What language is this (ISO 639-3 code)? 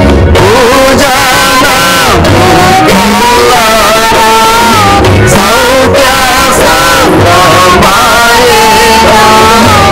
tel